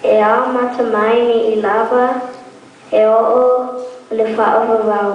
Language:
Samoan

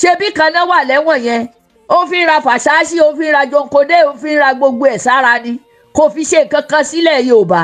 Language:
Yoruba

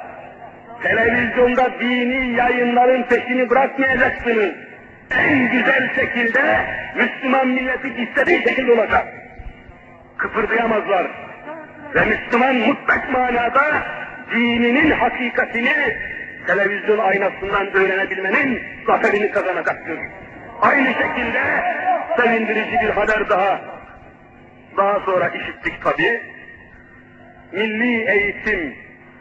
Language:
Turkish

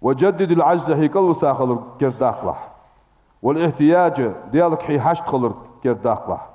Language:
Ingush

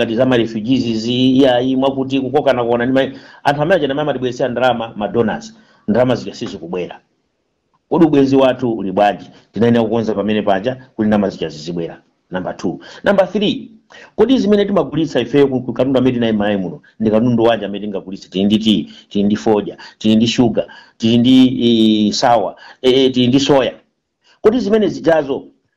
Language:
Nyanja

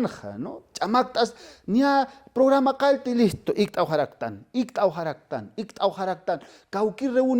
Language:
Aymara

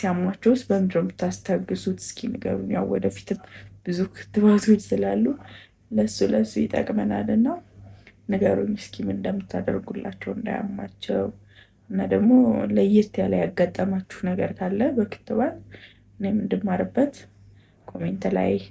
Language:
Amharic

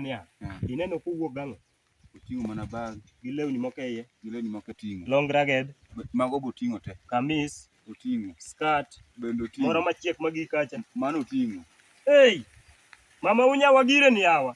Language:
Luo (Kenya and Tanzania)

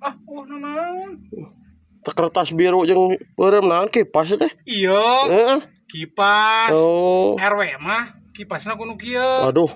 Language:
Sundanese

